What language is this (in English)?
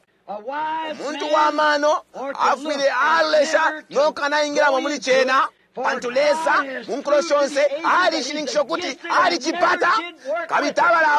Bemba